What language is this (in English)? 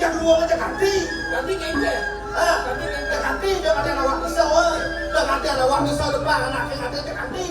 Balinese